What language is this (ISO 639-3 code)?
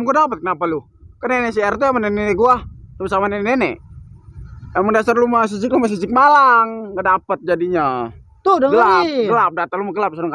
bew